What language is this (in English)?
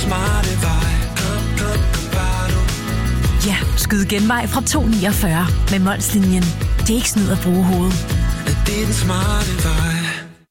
Danish